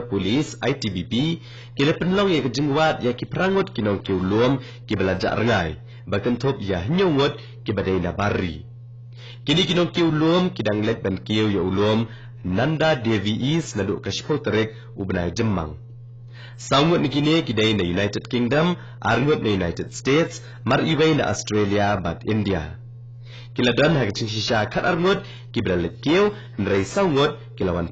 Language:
Khasi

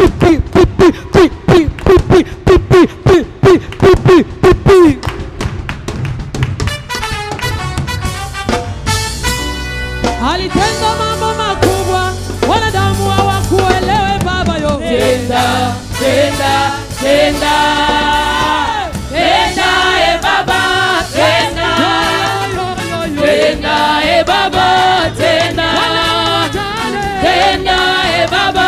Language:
Swahili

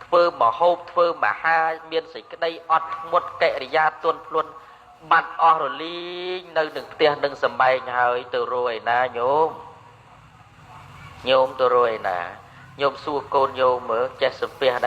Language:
Khmer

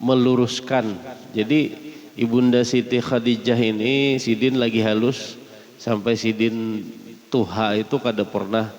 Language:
Banjar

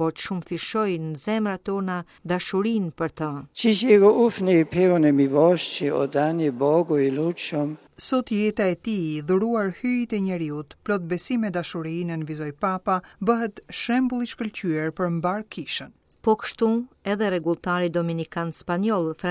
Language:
Albanian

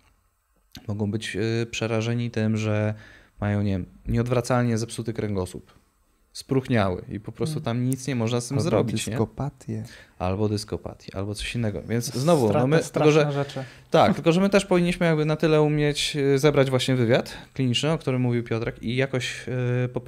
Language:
Polish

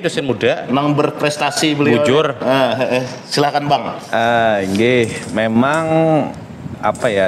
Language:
Banjar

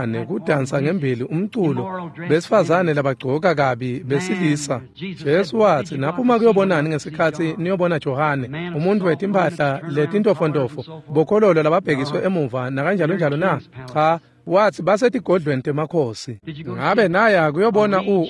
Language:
Swati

